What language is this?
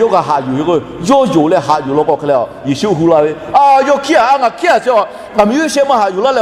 Lahu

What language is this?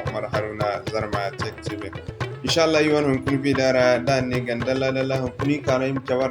Zarma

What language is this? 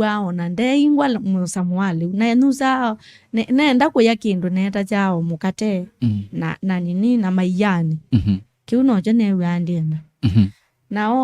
Kamba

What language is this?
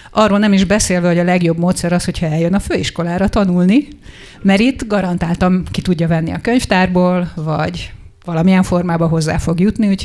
Hungarian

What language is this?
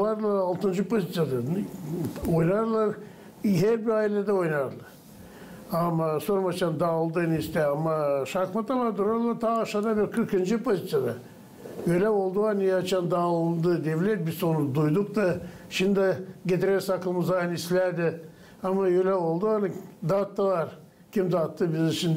Gagauz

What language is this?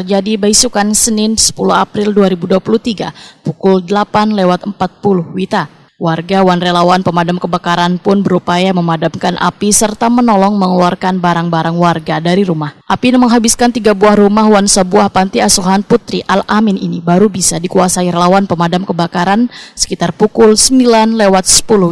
Banjar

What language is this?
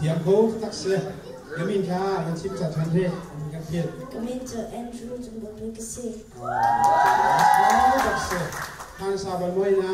Hakha Chin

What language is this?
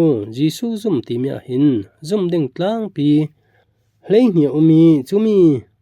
Falam Chin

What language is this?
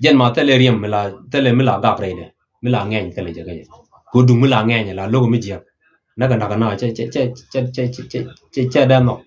Nuer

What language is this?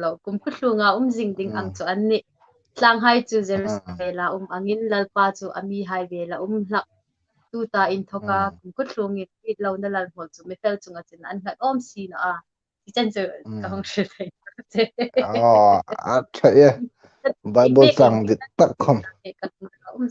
Hmar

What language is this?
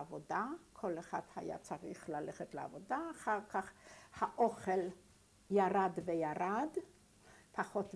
Hebrew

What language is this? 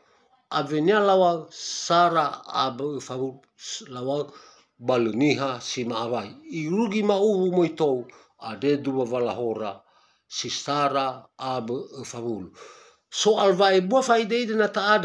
Nias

